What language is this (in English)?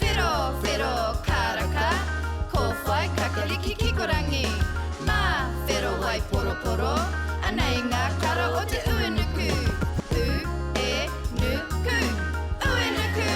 Māori